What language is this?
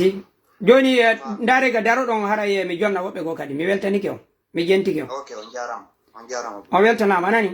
Fula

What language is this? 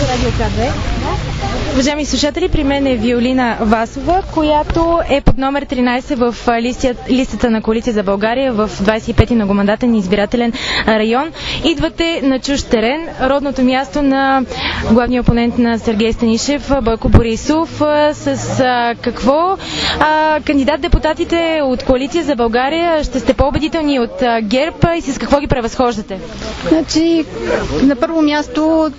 Bulgarian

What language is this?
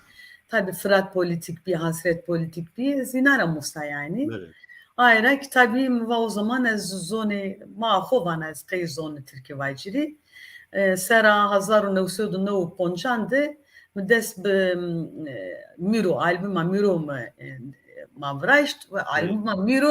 Zaza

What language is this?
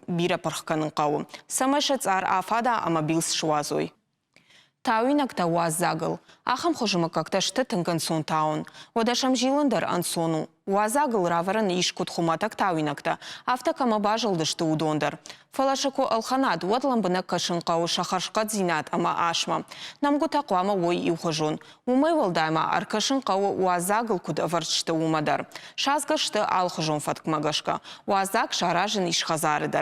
Ossetic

